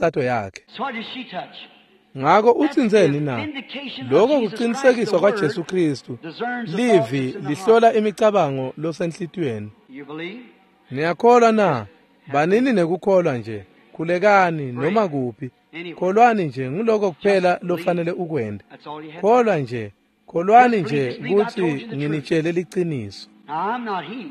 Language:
Swati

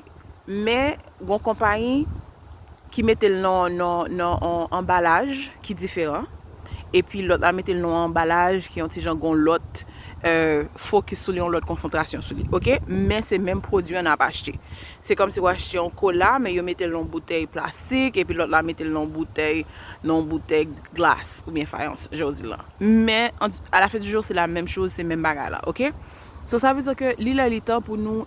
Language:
Haitian Creole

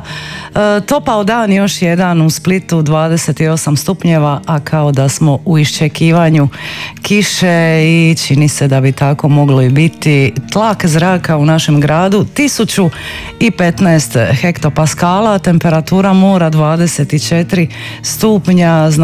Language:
Croatian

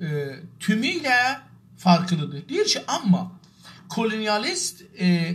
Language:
South Azerbaijani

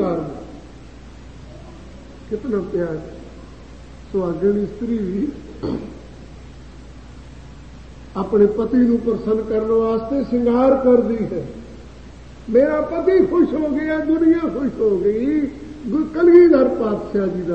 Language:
Punjabi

